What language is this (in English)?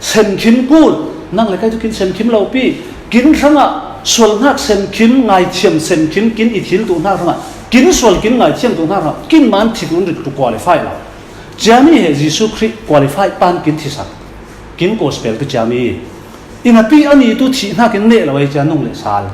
Falam Chin